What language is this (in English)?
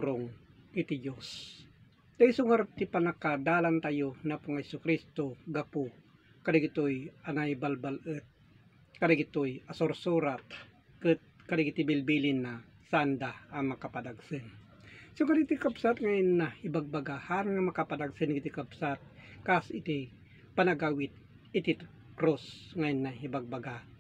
Iloko